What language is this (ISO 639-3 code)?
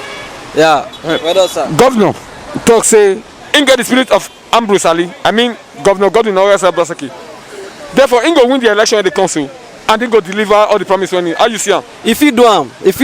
pcm